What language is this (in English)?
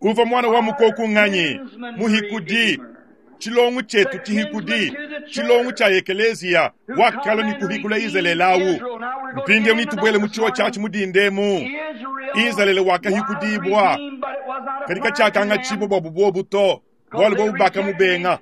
Luba-Lulua